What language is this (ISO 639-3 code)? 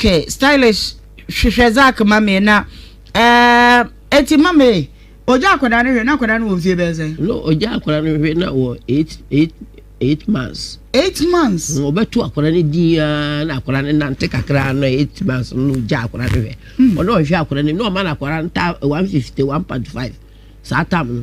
aka